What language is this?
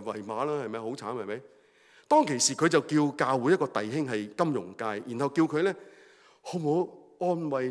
Cantonese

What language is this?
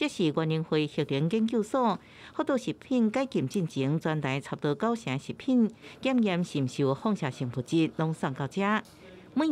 Min Nan Chinese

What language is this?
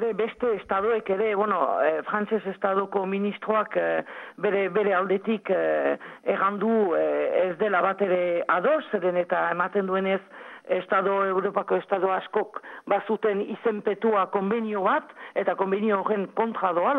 Basque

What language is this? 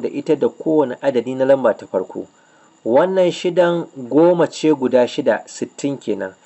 Hausa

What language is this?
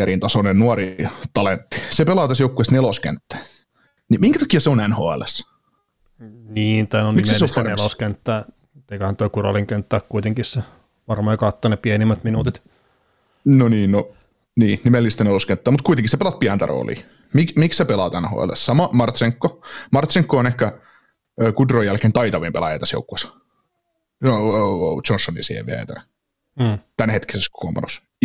Finnish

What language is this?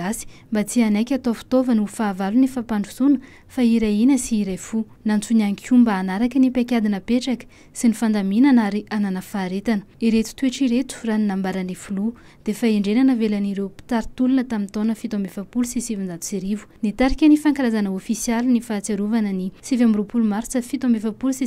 Malagasy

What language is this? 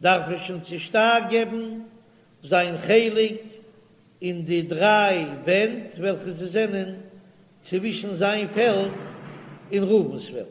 Yiddish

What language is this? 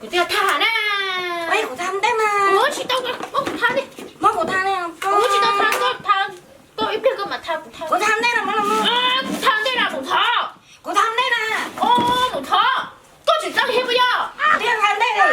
Hmong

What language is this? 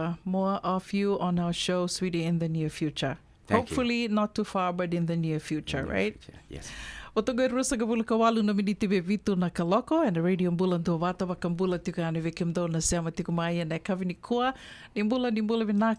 Fijian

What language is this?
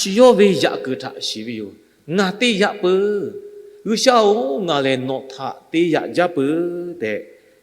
Lahu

